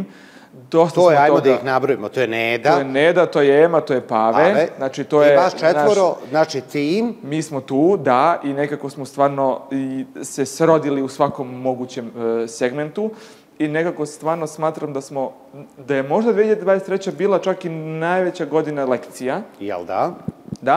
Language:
Serbian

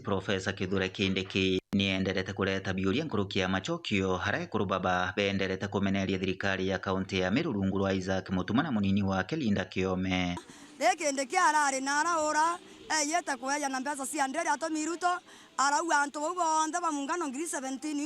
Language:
Meru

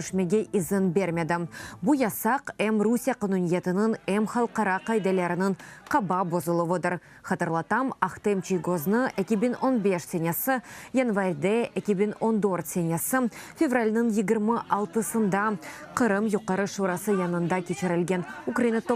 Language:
Crimean Tatar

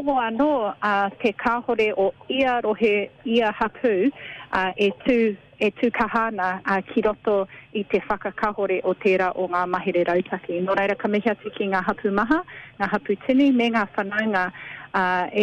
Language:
Māori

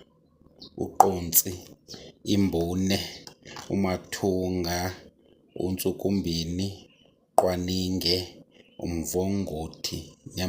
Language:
Zulu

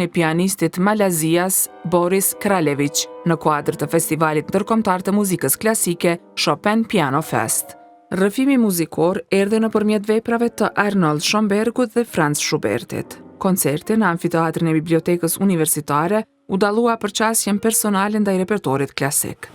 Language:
Albanian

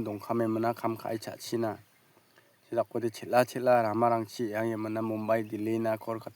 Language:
Garo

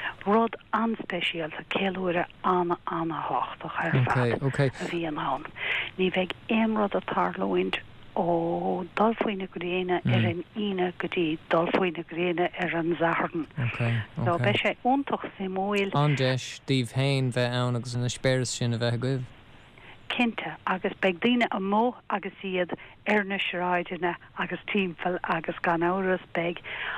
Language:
Irish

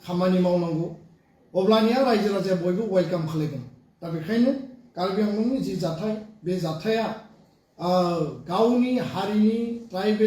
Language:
Bodo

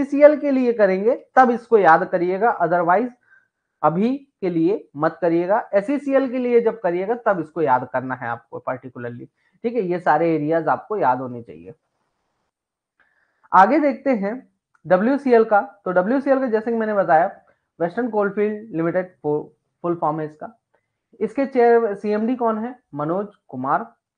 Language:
Hindi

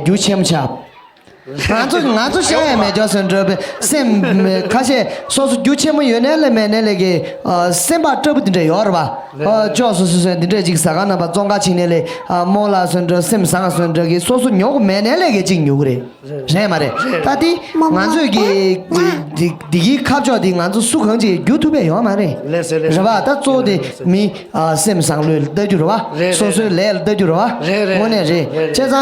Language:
Tibetan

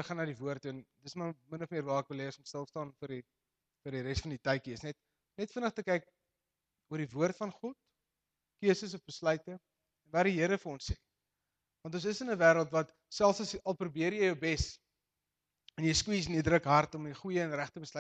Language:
Afrikaans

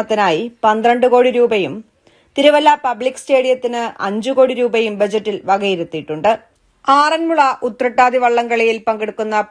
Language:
Malayalam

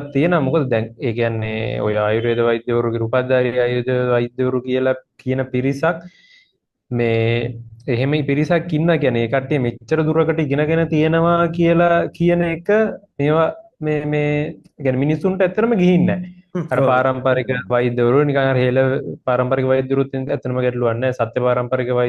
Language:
Sinhala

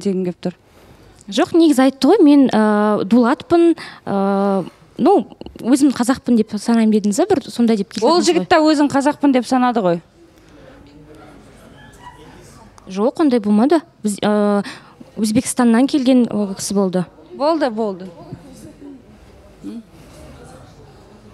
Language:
Kazakh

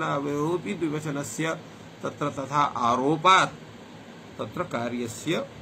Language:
Sanskrit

